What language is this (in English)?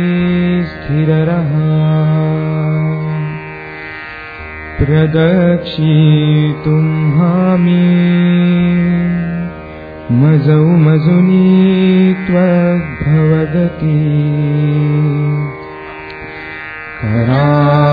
Marathi